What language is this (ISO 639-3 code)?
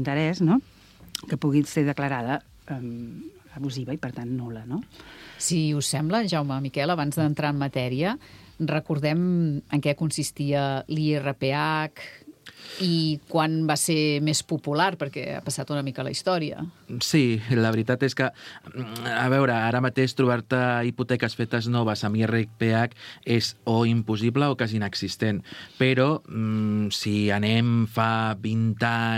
cat